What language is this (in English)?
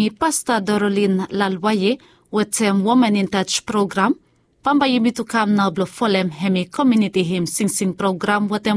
Bislama